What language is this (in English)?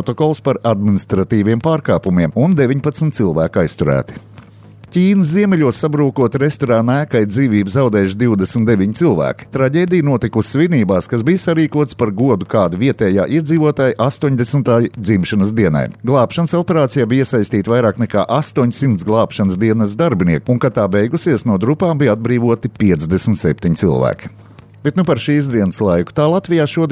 Latvian